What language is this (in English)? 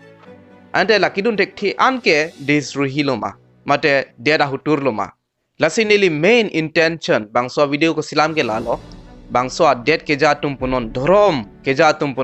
Karbi